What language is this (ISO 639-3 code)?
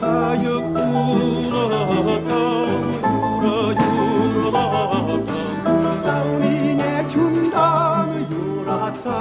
chv